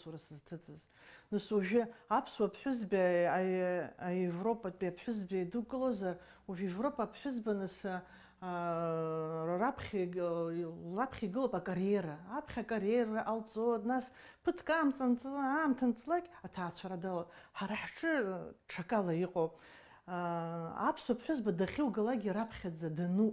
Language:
Abkhazian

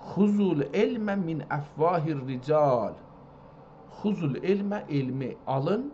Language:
South Azerbaijani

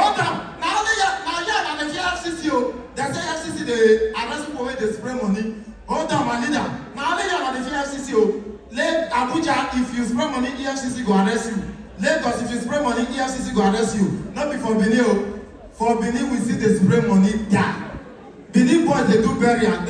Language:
Nigerian Pidgin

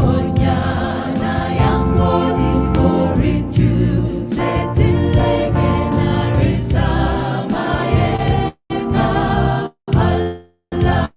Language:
Southern Sotho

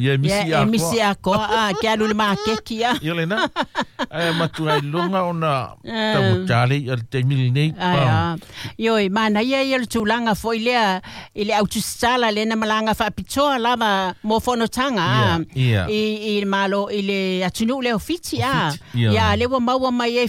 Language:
Samoan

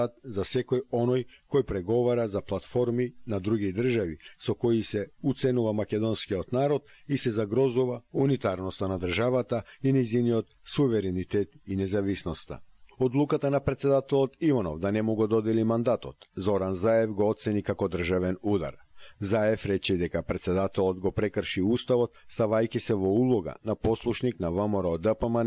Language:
Macedonian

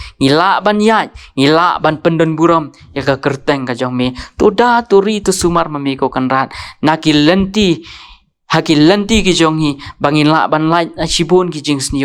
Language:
Khasi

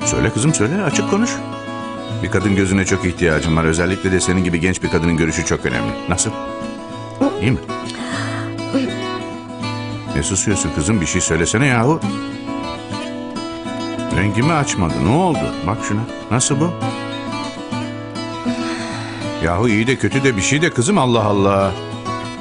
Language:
Turkish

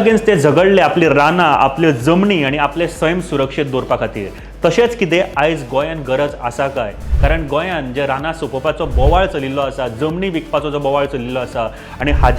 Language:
Konkani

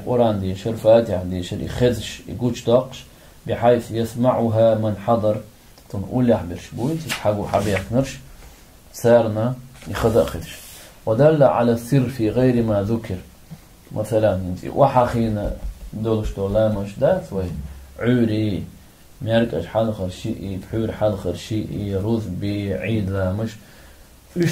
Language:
Chechen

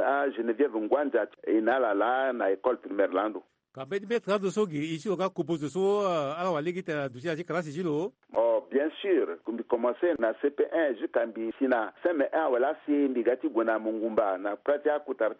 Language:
Sango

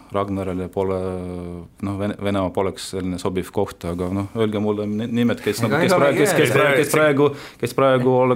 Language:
Estonian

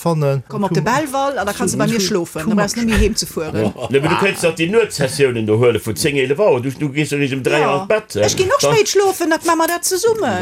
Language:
Luxembourgish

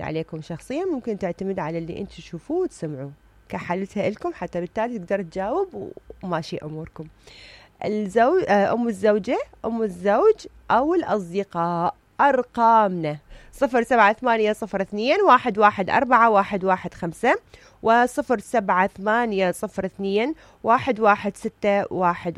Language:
Mesopotamian Arabic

